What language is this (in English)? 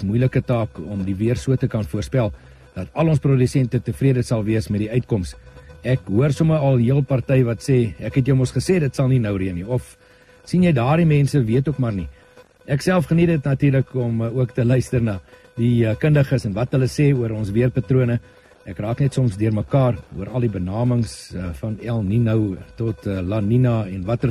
Afrikaans